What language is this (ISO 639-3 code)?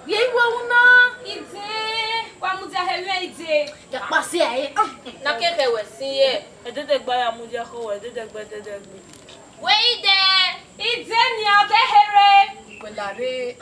bin